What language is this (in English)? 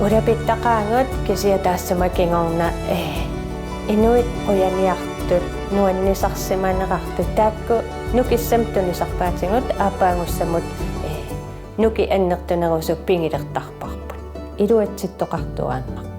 Kalaallisut